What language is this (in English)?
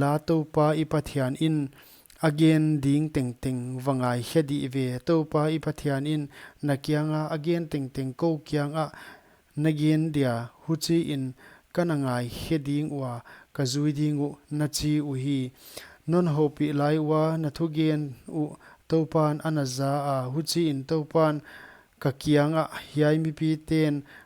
Paite Chin